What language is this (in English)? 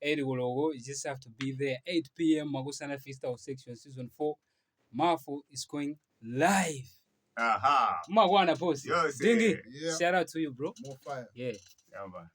Nyanja